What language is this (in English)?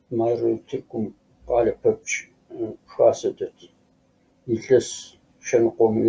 Kabardian